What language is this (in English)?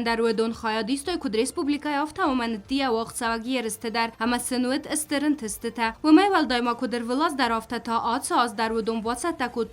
Ossetic